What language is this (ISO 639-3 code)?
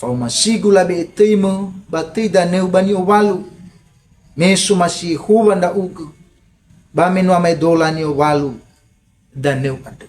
nia